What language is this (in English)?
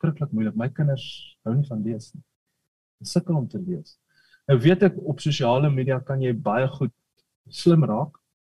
Afrikaans